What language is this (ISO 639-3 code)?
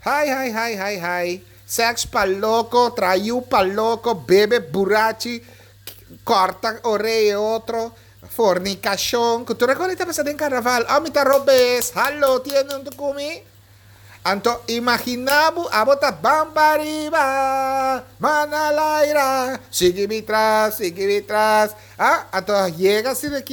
pap